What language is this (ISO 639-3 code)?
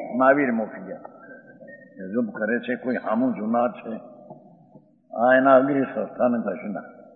guj